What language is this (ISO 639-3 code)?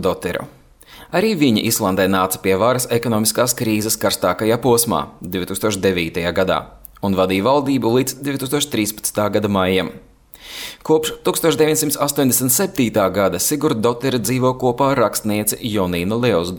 lav